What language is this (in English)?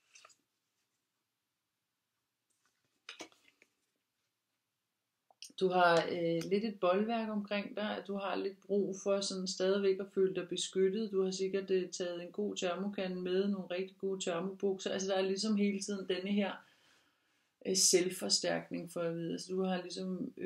Danish